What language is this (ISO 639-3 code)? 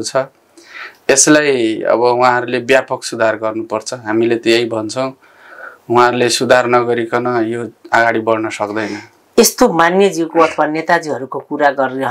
nep